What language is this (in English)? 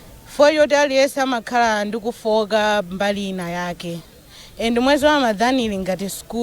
Nyanja